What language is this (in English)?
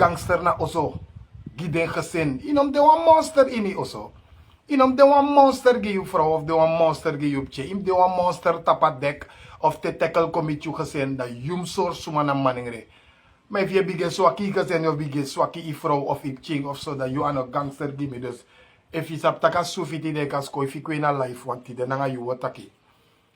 Sranan Tongo